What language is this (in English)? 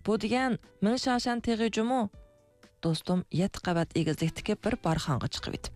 Uyghur